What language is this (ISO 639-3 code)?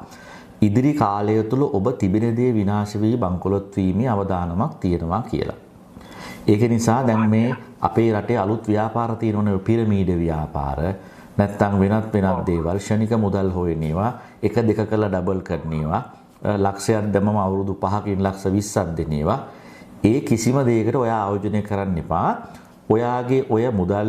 sin